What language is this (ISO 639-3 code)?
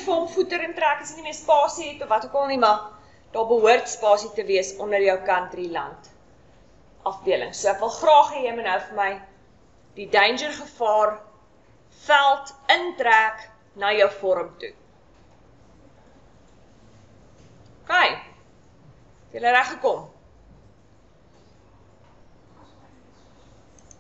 afr